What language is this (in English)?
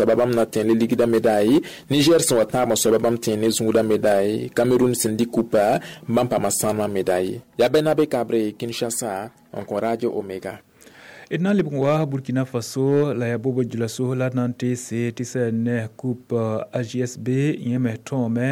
Mossi